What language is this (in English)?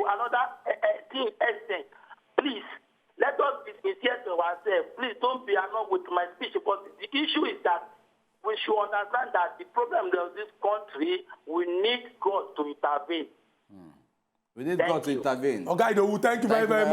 Nigerian Pidgin